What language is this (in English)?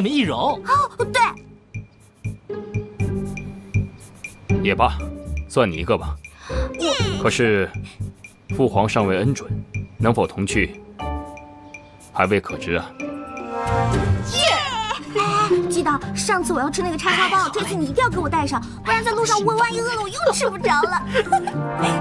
Chinese